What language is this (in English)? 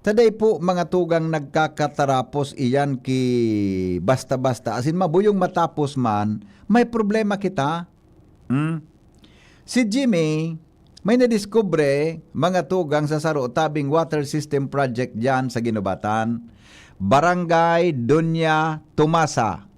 Bikol